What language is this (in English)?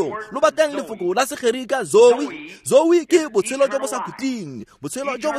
Tswana